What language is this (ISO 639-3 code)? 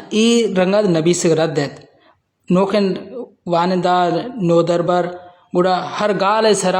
bal